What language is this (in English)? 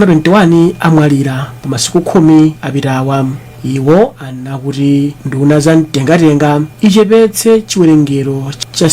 Nyanja